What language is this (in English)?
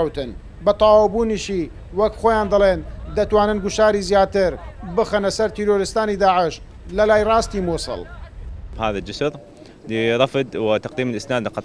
Central Kurdish